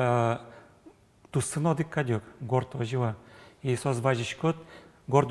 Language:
Udmurt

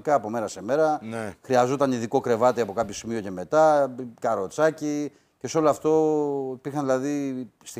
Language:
Greek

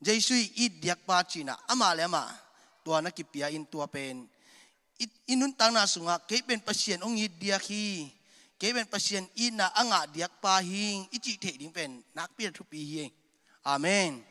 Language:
Tedim Chin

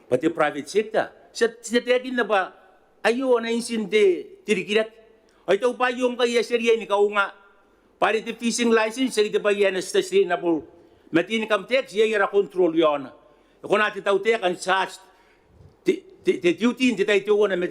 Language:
Gilbertese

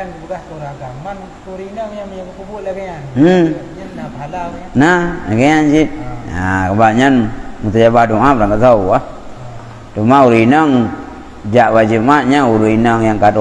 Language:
Achinese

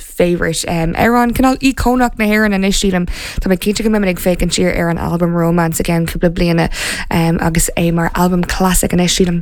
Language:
Irish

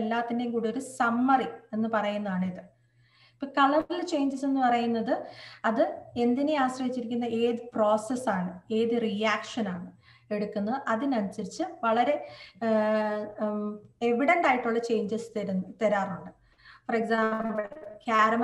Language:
Malayalam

